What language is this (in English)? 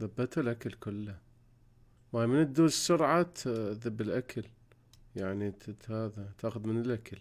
Mesopotamian Arabic